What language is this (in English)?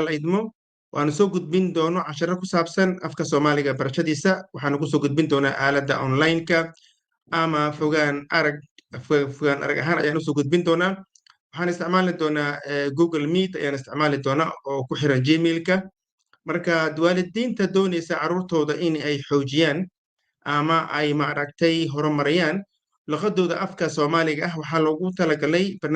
Somali